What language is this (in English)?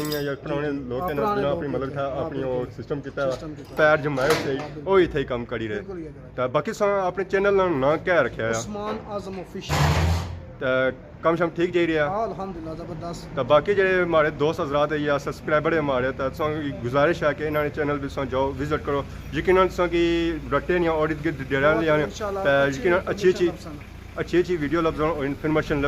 Pahari-Potwari